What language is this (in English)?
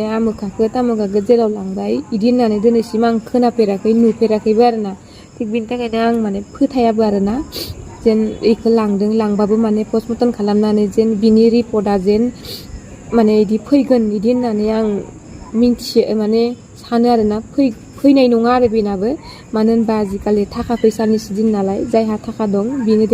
Bodo